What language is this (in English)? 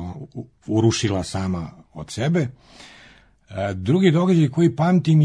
Serbian